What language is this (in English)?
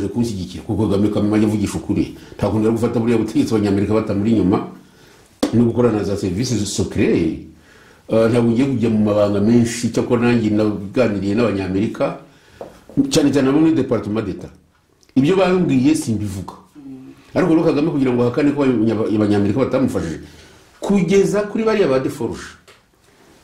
Kinyarwanda